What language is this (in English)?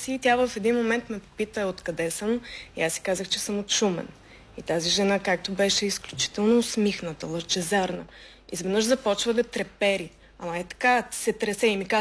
Bulgarian